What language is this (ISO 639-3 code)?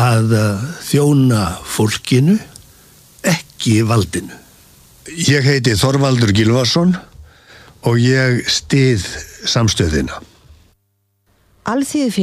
isl